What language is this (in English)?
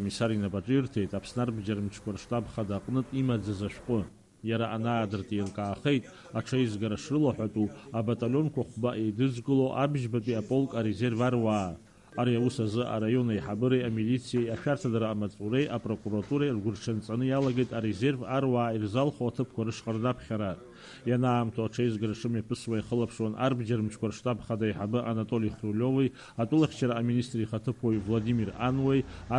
Abkhazian